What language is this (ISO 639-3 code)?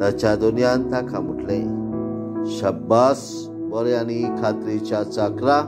kok